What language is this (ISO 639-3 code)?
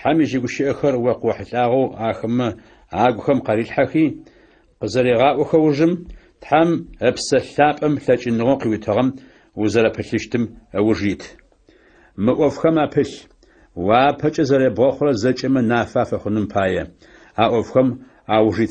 ady